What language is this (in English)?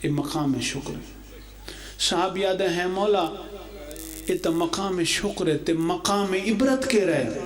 Pahari-Potwari